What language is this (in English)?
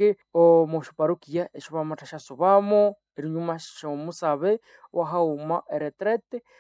Nande